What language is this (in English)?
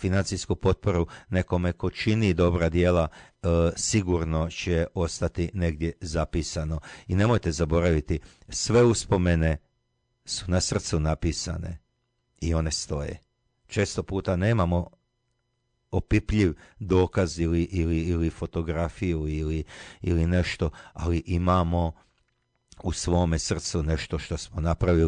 Croatian